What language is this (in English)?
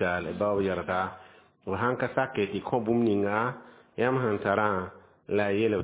Mossi